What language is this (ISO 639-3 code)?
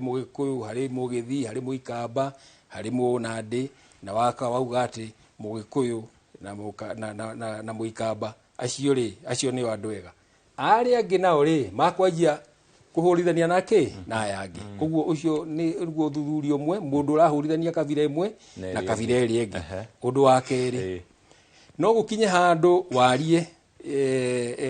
kik